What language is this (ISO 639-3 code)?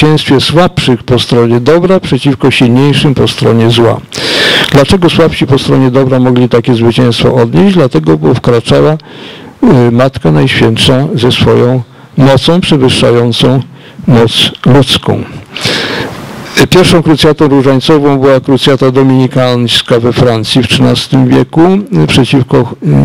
pol